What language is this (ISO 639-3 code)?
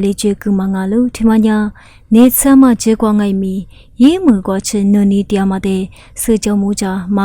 lis